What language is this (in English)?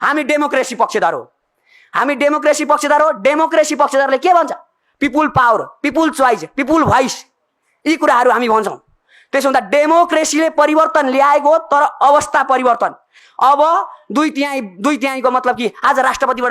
Nepali